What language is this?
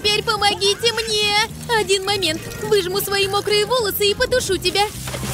Russian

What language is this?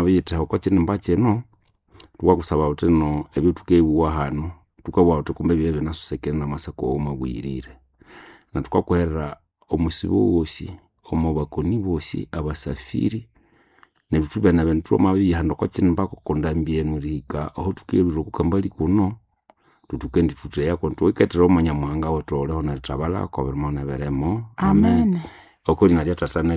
Nande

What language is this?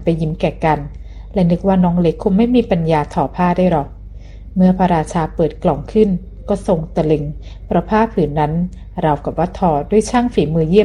Thai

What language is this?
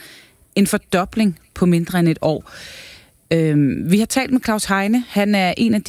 Danish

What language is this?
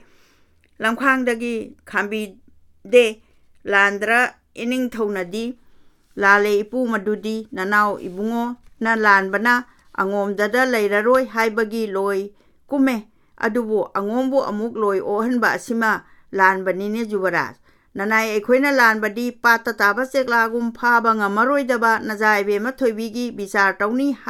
Manipuri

